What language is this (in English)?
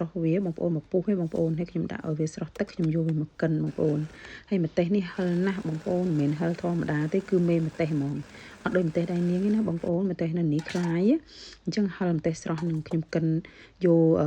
Khmer